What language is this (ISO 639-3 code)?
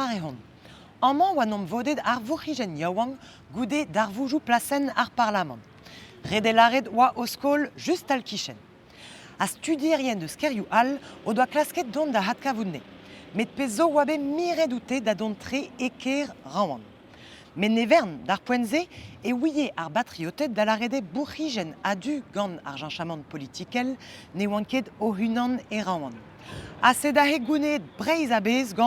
bre